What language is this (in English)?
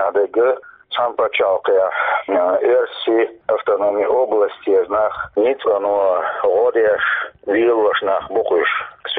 Chechen